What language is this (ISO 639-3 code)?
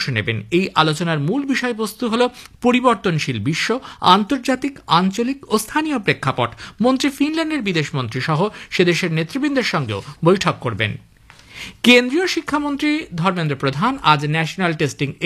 ben